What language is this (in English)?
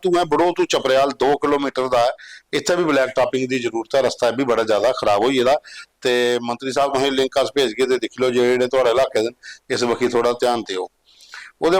Dogri